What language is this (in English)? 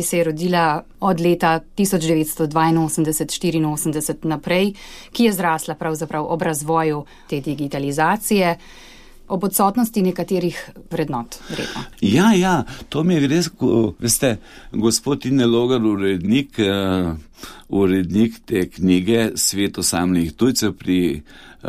Slovenian